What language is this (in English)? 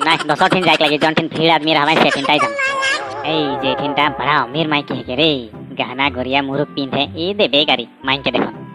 Sadri